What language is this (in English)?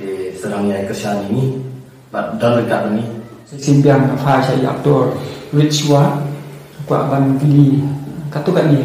Khasi